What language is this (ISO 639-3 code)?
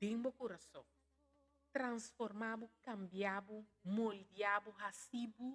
pap